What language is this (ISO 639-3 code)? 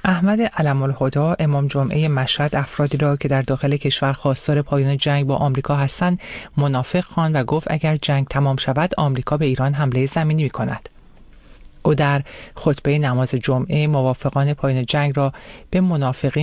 fas